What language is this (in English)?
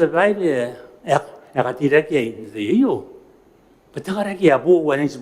Gilbertese